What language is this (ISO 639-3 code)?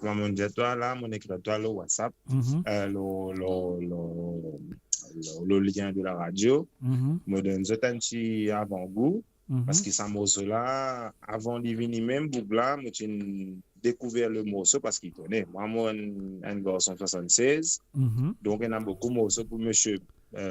mfe